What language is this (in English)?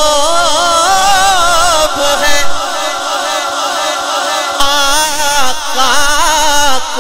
Urdu